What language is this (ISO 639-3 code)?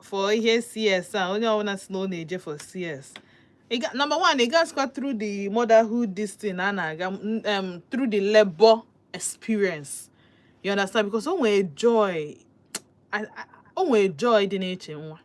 ibo